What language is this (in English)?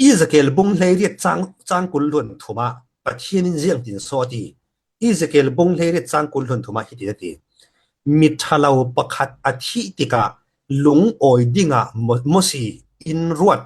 Falam Chin